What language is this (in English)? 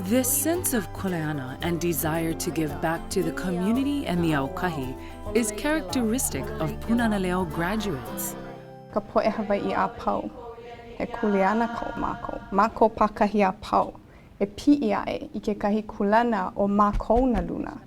Hawaiian